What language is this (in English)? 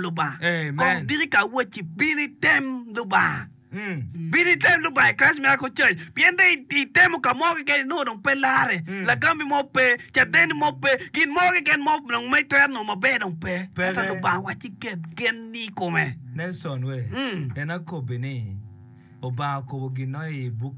Acoli